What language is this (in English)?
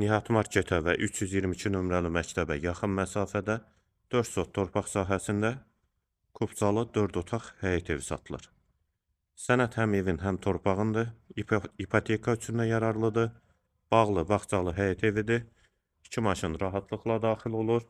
Azerbaijani